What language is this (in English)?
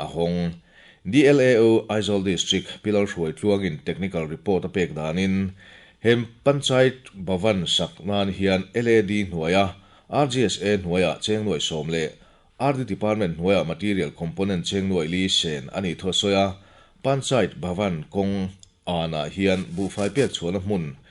Mizo